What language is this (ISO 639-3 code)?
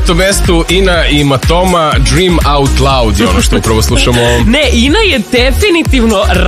srp